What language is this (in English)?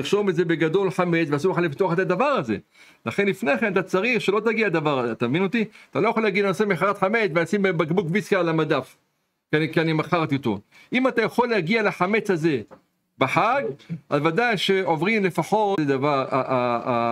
Hebrew